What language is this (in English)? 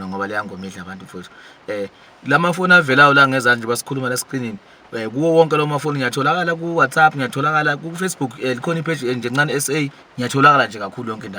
Zulu